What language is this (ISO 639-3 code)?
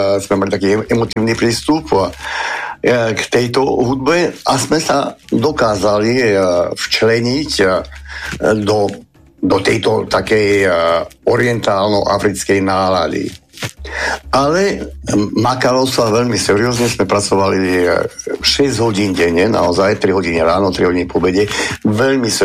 slk